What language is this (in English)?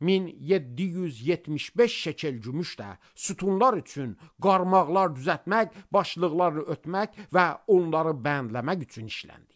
Azerbaijani